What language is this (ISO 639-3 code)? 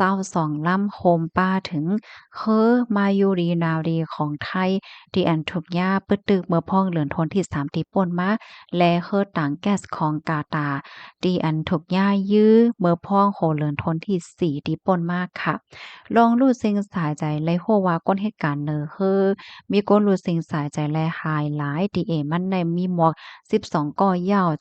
shn